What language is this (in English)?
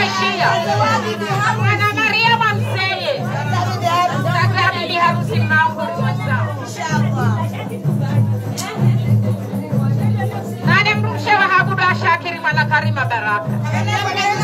Swahili